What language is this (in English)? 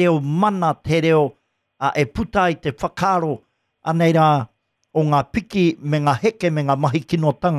Māori